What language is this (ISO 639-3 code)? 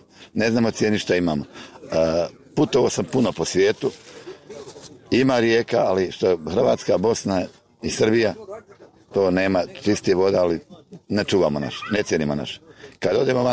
bos